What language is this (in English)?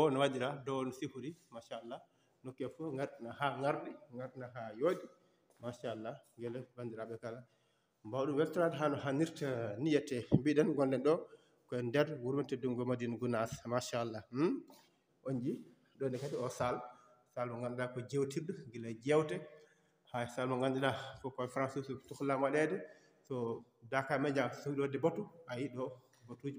Fula